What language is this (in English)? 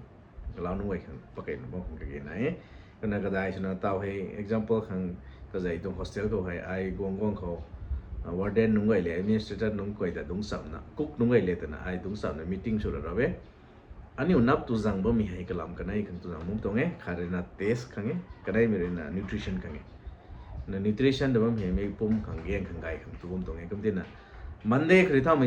Rongmei Naga